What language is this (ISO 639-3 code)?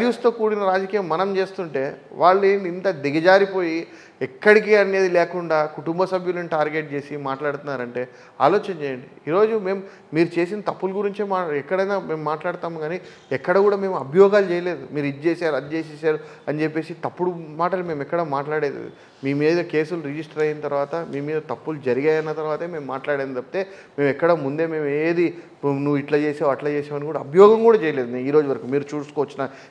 tel